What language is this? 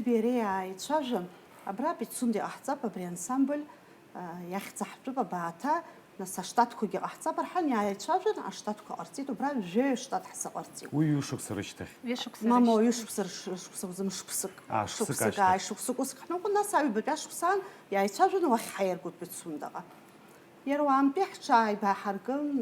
Abkhazian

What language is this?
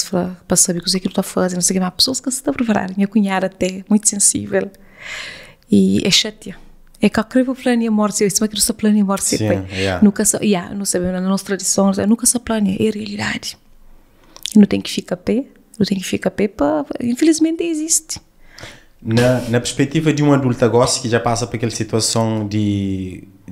Kabuverdianu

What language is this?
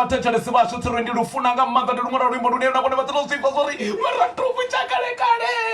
Venda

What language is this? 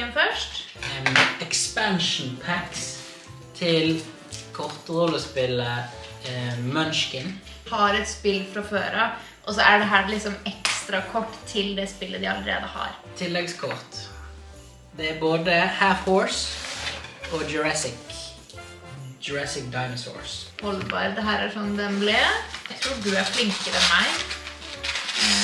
Norwegian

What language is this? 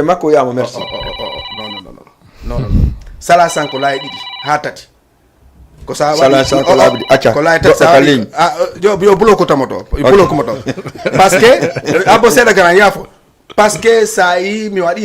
Fula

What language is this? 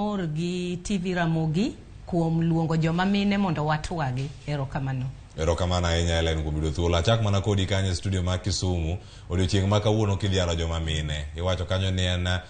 Luo (Kenya and Tanzania)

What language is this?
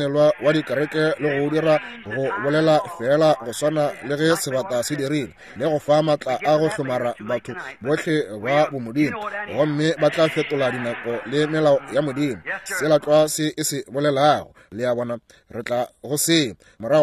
Northern Sotho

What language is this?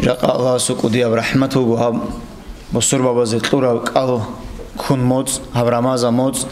Avaric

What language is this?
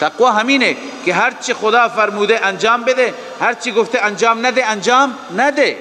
Persian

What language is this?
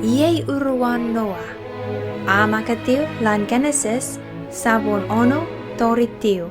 Chuukese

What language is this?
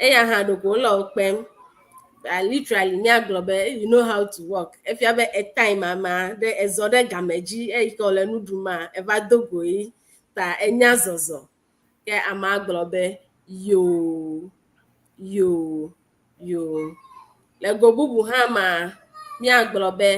Ewe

